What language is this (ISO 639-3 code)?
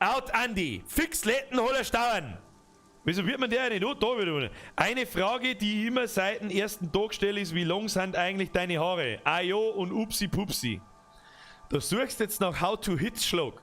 bar